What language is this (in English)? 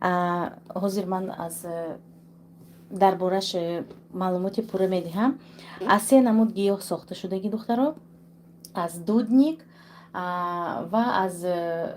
Tajik